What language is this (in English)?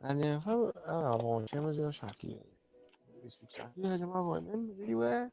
Morisyen